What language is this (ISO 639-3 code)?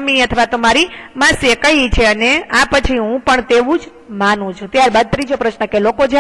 guj